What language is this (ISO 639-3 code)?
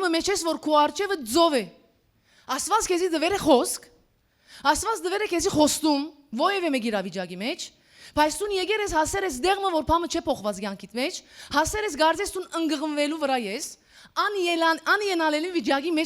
hyw